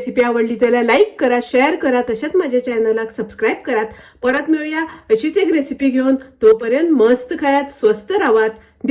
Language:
Konkani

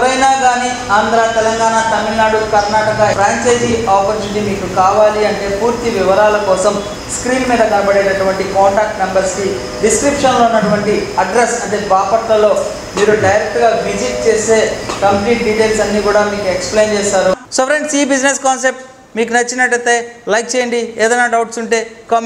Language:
Telugu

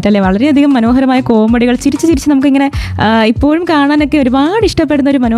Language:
Malayalam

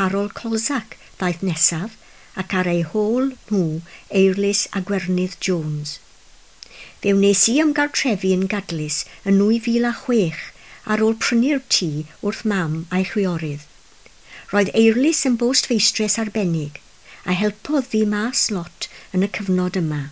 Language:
Welsh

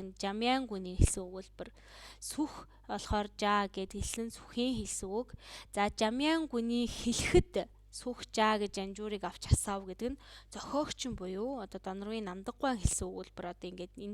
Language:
Mongolian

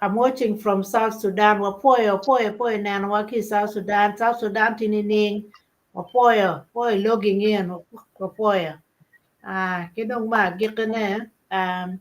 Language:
Acoli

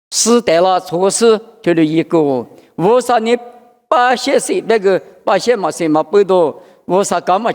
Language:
Lisu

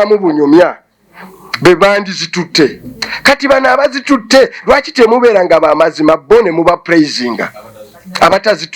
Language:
Ganda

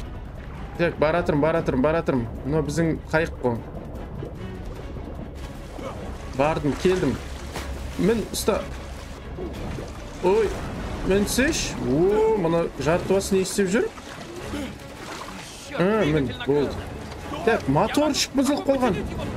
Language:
Kazakh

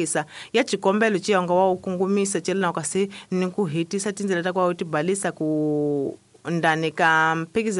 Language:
Tsonga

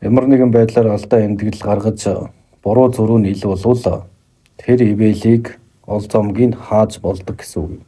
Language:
Mongolian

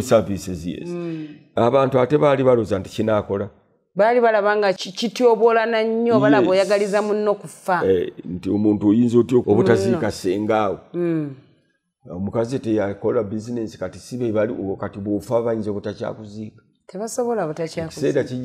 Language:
Ganda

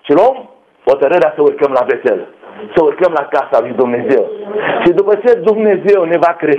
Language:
Romanian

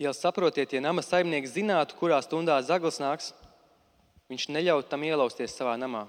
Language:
Latvian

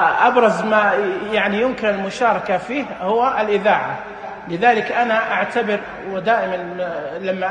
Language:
Najdi Arabic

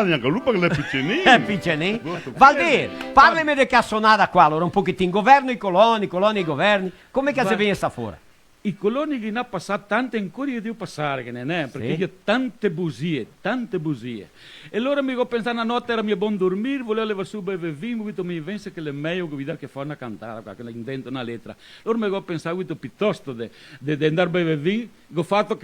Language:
Venetian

